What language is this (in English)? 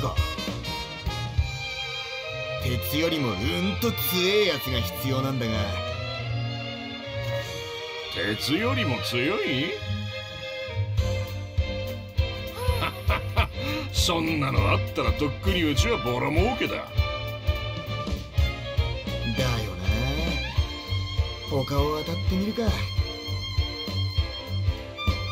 Japanese